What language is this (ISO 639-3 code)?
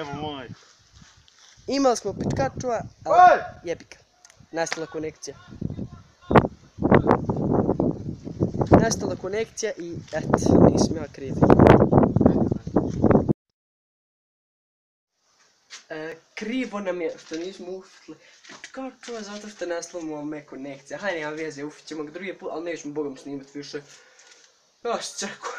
bos